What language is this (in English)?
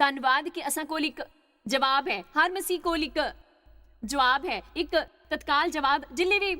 Dogri